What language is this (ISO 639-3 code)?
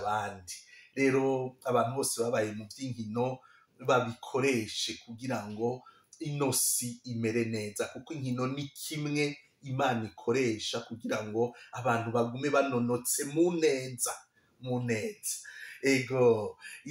run